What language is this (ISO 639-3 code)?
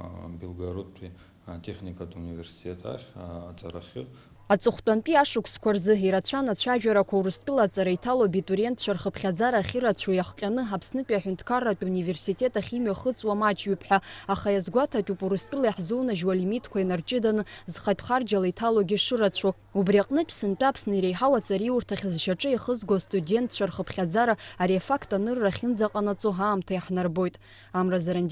abk